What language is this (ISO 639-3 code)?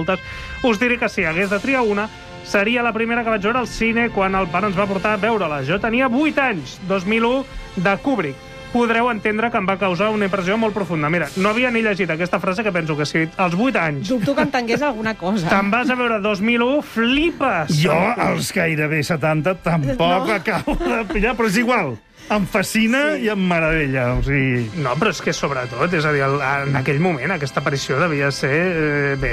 cat